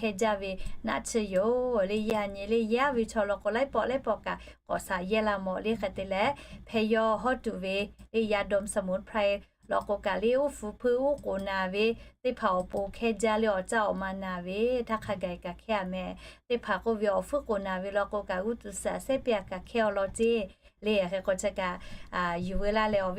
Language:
Lahu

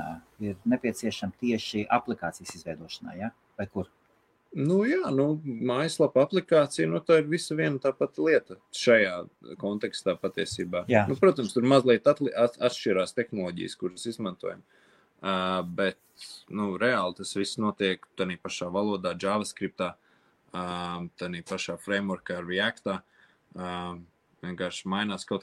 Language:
Latvian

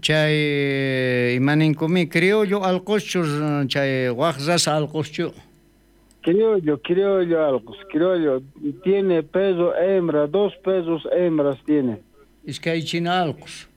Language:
South Bolivian Quechua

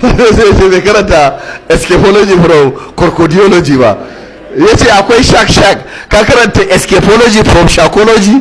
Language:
Hausa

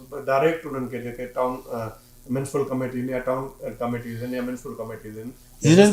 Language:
Sindhi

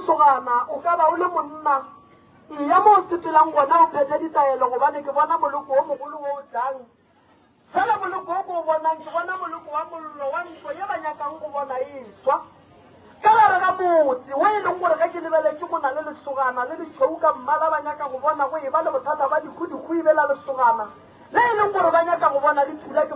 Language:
Northern Sotho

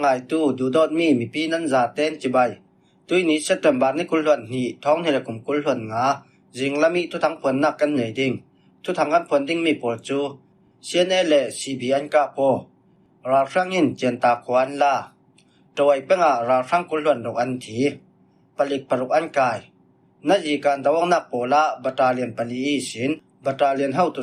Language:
Falam Chin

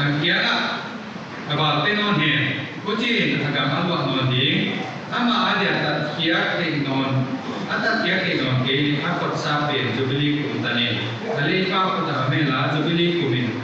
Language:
Paite Chin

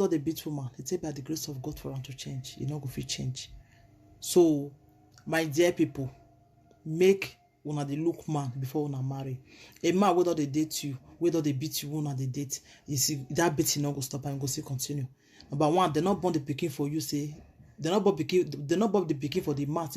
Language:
Nigerian Pidgin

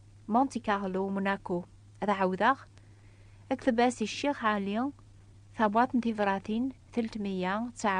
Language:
Kabyle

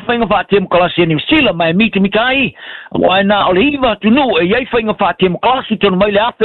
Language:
Samoan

